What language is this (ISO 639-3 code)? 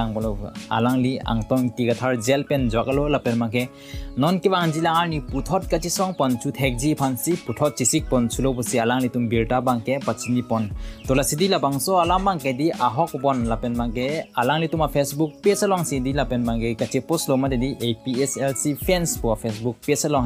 mjw